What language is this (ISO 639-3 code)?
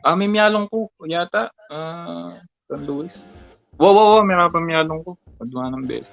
pam